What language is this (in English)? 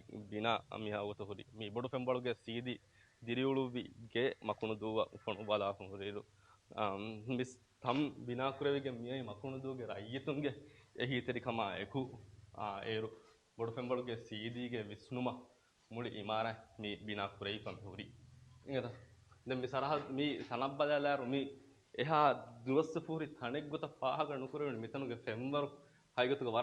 Divehi